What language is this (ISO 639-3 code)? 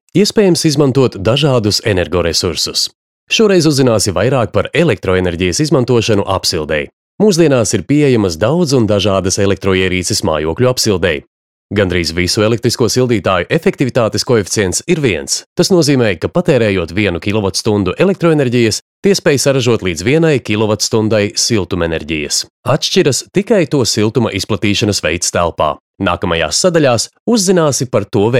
lav